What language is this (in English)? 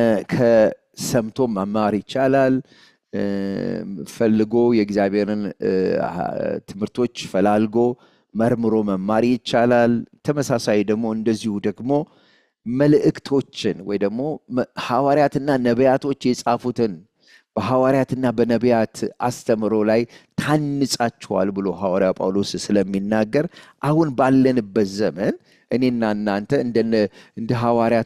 Amharic